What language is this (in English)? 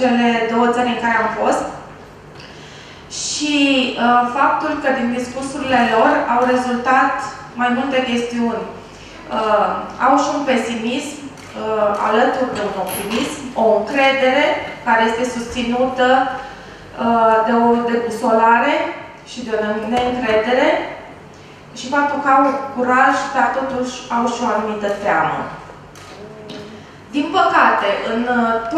Romanian